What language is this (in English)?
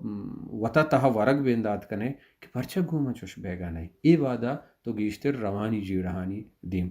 Baluchi